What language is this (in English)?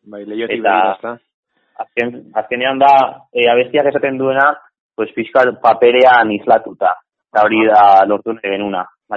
Basque